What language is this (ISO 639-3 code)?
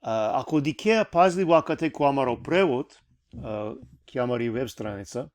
rmn